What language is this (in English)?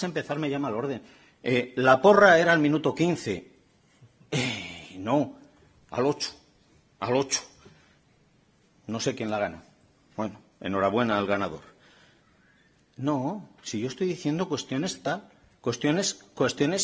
Spanish